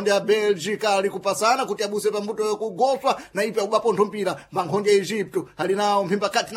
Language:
Sena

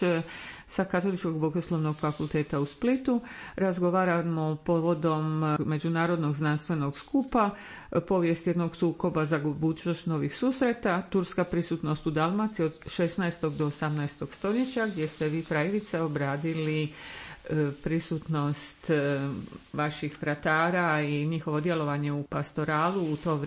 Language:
Croatian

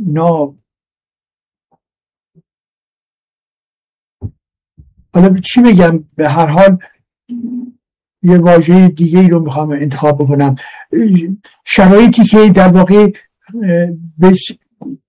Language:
Persian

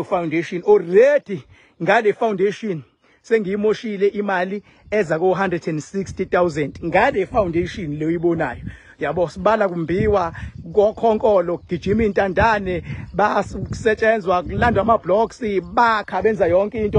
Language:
Zulu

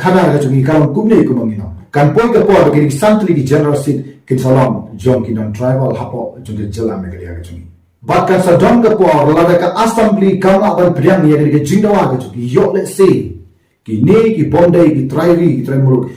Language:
Khasi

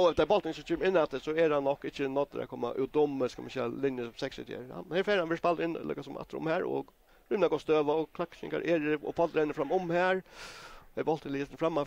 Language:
Faroese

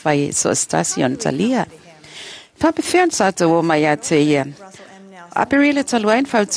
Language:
Samoan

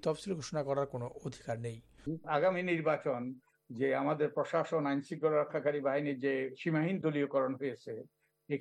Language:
Bangla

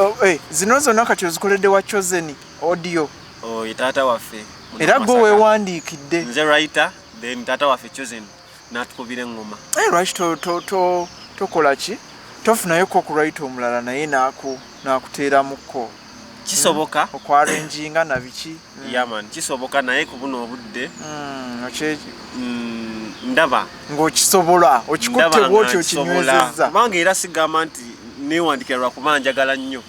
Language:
Ganda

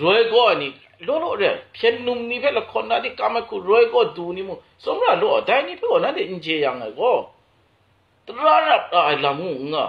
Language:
Kachin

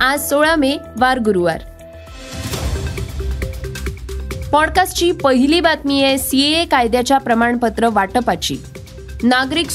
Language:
Marathi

